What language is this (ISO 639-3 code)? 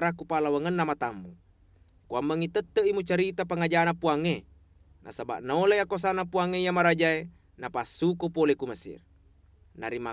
bug